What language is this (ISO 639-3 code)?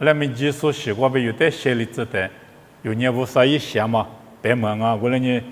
lis